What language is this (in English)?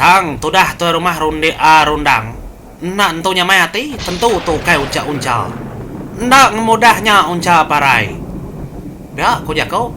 Iban